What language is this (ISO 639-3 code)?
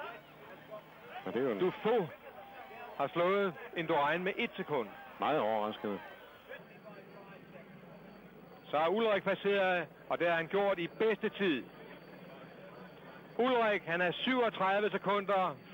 dan